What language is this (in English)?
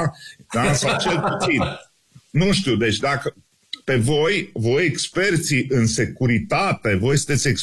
Romanian